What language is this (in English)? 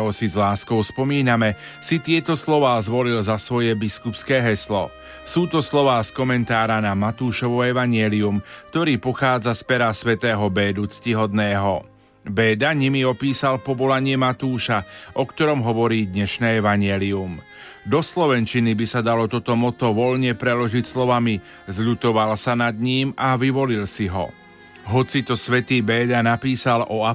Slovak